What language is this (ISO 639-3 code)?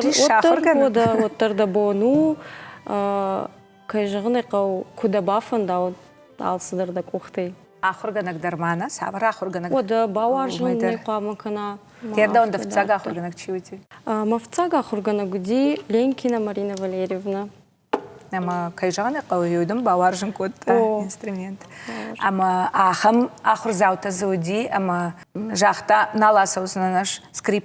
oss